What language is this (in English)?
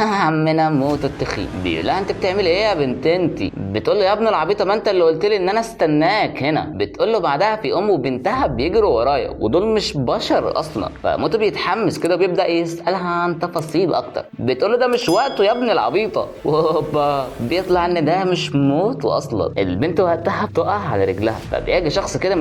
Egyptian Arabic